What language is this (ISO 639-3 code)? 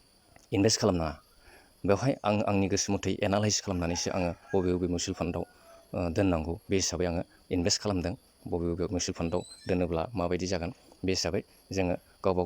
brx